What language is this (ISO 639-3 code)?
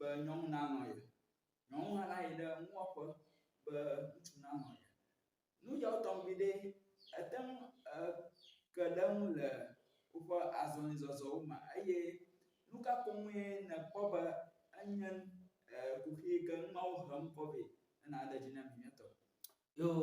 ewe